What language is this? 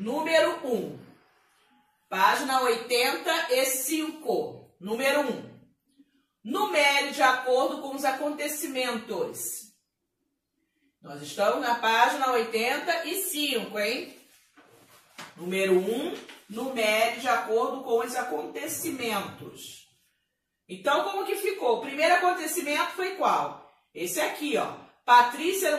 Portuguese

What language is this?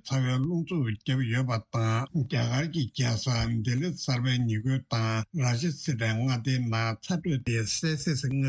Tibetan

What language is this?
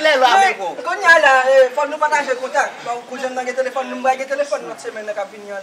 Haitian Creole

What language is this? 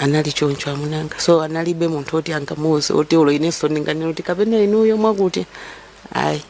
Nyanja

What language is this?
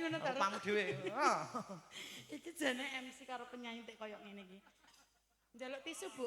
Javanese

